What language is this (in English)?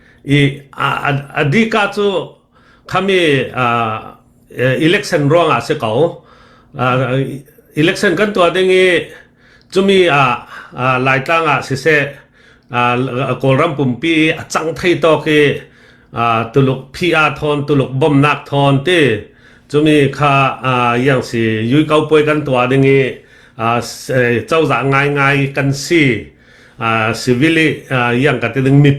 Falam Chin